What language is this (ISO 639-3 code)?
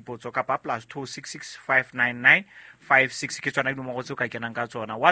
sot